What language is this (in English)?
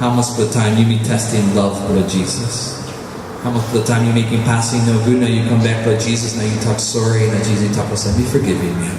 Tok Pisin